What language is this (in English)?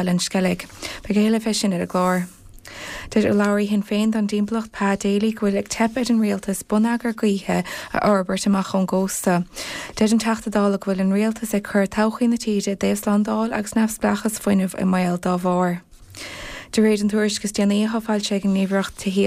Irish